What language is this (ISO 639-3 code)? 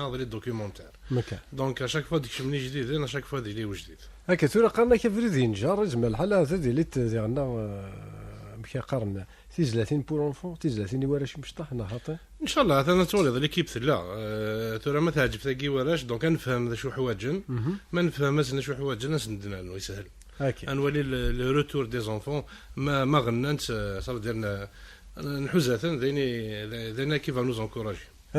kab